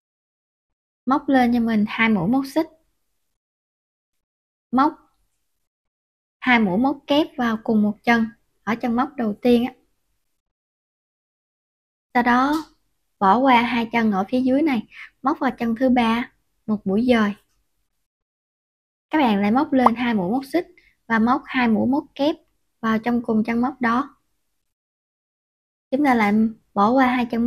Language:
Vietnamese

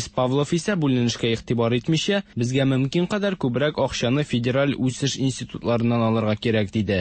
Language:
Tatar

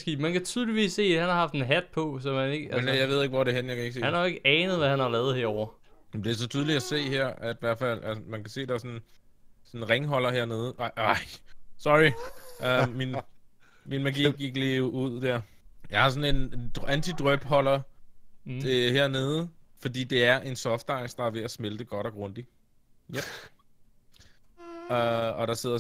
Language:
Danish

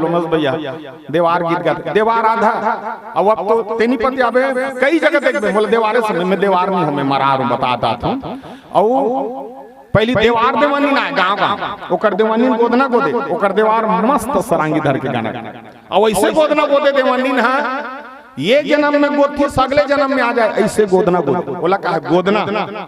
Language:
Chhattisgarhi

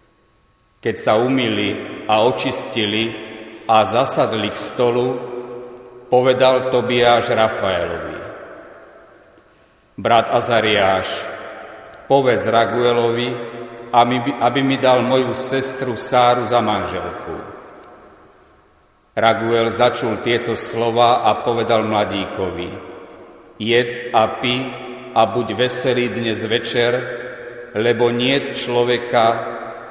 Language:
Slovak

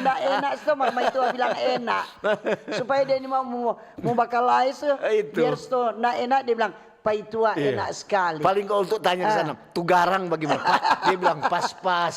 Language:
Manado Malay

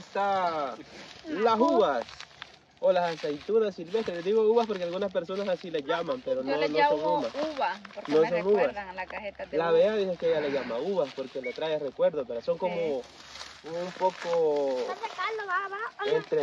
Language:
Spanish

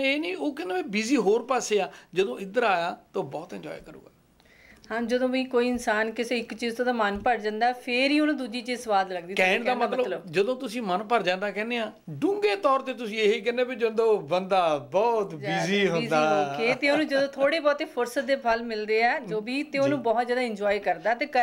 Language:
Punjabi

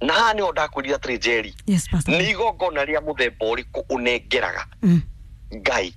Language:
Kikuyu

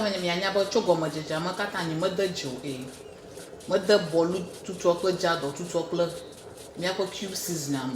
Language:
Ewe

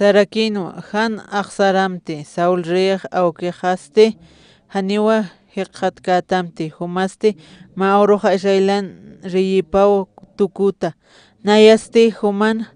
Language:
Aymara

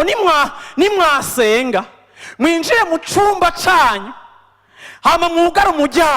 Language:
Rundi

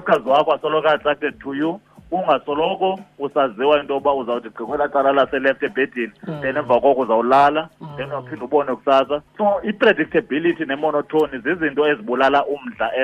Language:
Xhosa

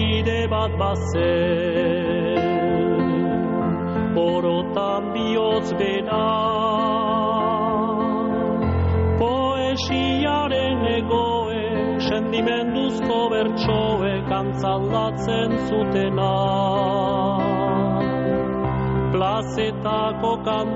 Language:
Basque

